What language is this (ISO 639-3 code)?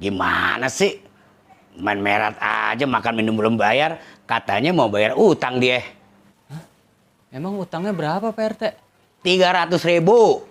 bew